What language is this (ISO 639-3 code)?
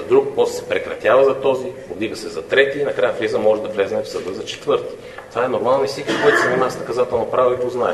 bul